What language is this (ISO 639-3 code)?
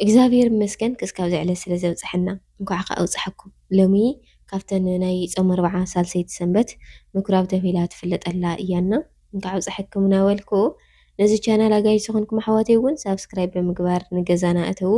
tir